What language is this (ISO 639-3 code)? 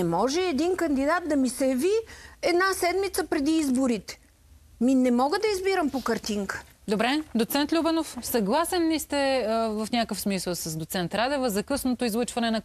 bul